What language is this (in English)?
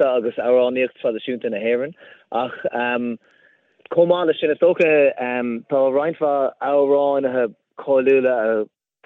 Irish